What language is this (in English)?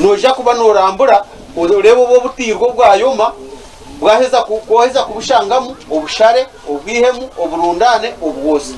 Nyankole